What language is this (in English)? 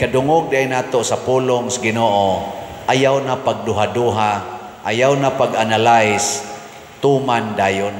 Cebuano